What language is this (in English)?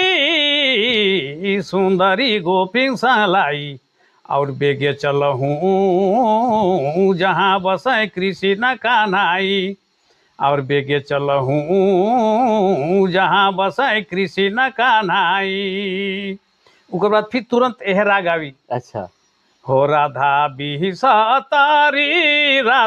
Sadri